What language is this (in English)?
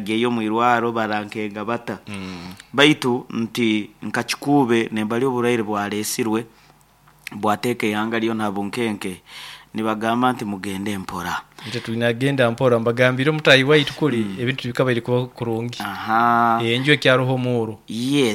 Nyoro